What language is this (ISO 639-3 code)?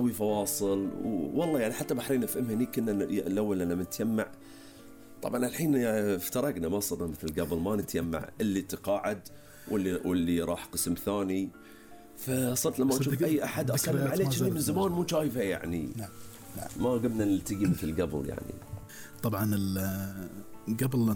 afb